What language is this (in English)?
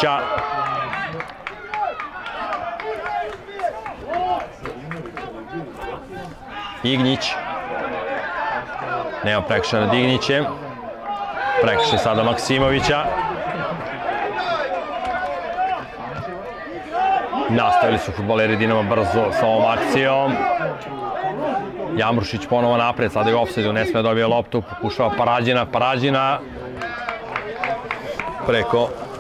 Serbian